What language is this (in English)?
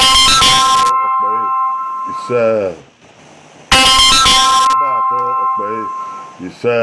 Bini